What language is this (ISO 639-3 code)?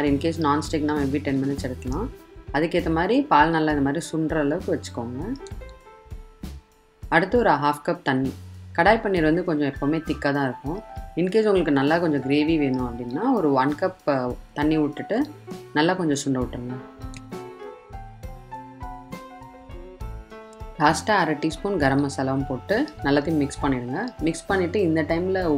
tam